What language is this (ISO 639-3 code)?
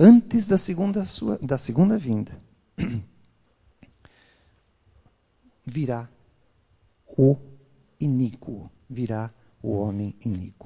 por